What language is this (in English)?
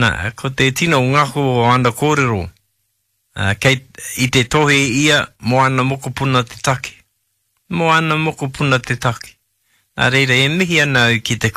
Māori